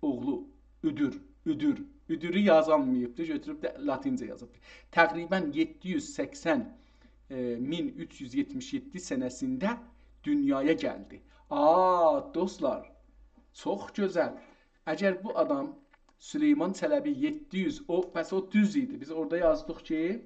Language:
South Azerbaijani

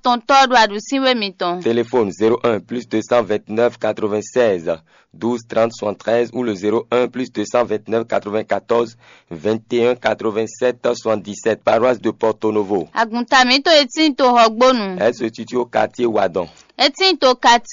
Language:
Fon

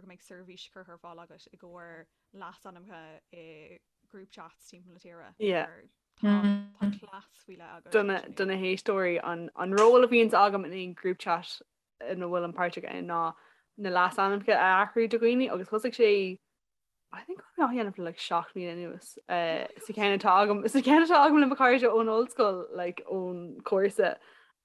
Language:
Irish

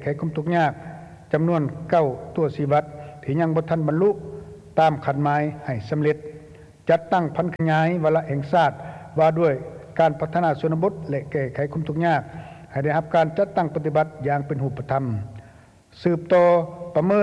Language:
Lao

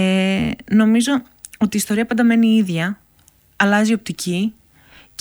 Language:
Greek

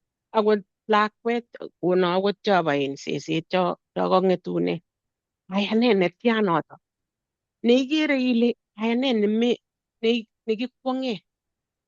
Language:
Kalenjin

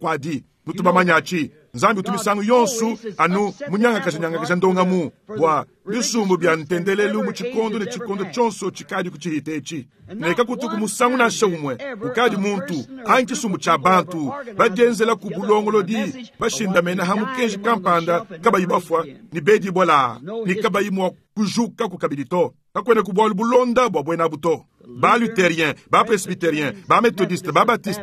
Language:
Luba-Lulua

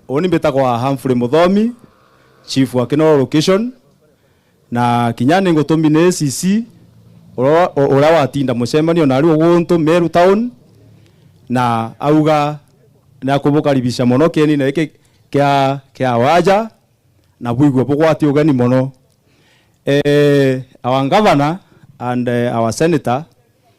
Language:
Meru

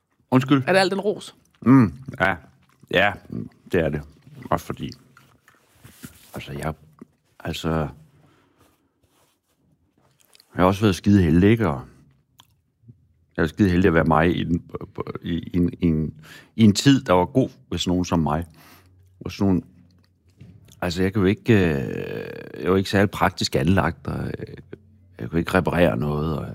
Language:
Danish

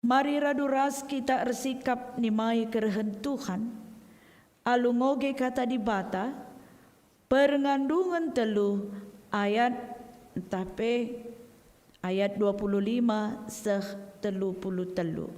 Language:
Batak Karo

